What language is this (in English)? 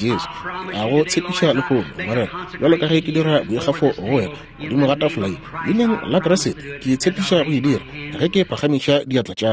Northern Sotho